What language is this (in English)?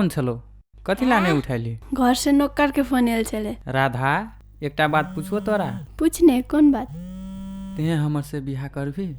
Maithili